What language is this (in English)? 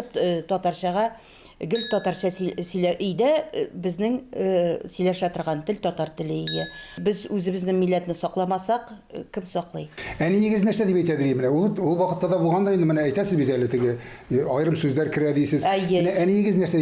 Tatar